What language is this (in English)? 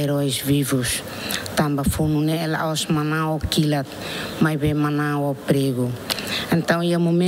Tetum